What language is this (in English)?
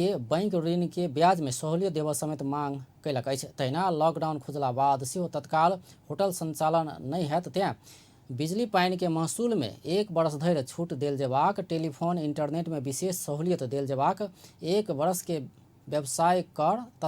Maithili